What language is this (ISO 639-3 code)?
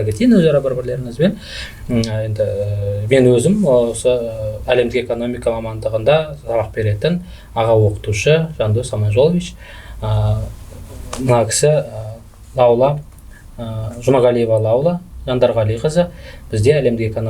kaz